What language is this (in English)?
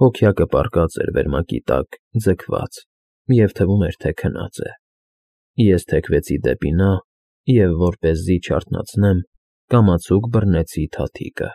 Armenian